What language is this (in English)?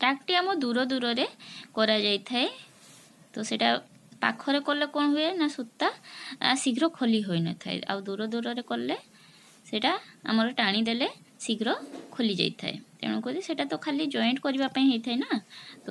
Odia